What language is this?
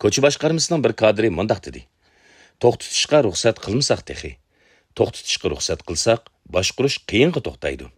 Uyghur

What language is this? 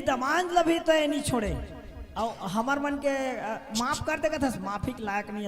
Chhattisgarhi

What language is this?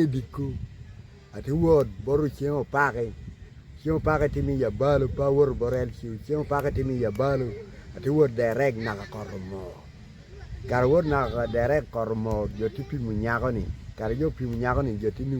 Acoli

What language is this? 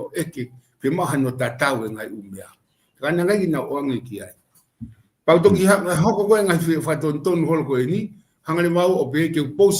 Tongan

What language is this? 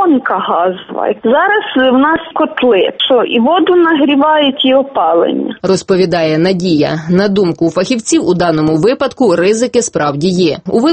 Ukrainian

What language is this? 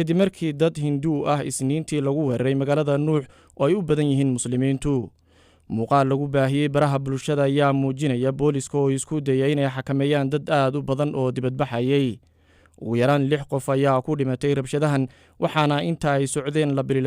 Somali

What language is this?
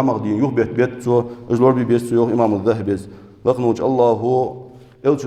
Ingush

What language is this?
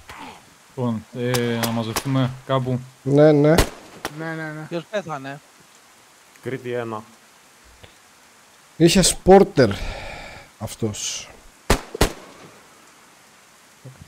Greek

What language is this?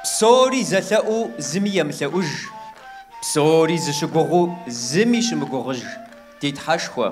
Kabardian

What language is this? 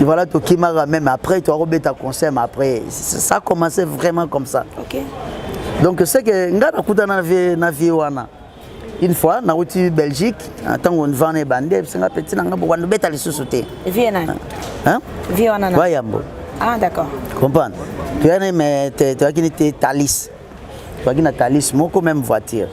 Lingala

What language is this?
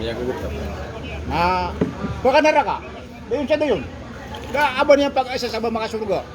Maranao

